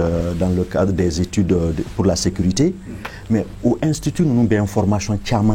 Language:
Bambara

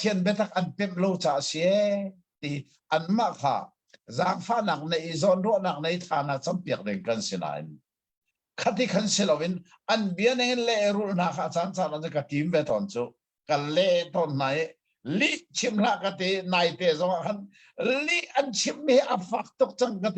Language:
Hakha Chin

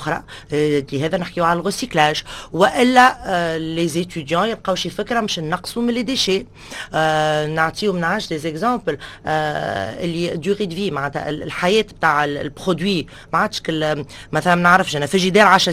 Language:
Tunisian Arabic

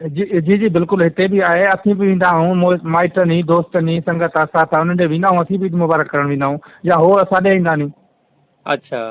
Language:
Sindhi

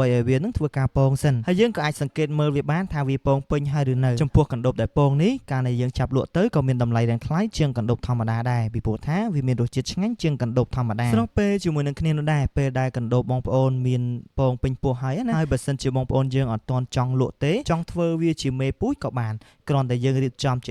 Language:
Khmer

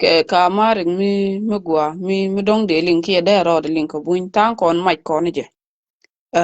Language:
Nuer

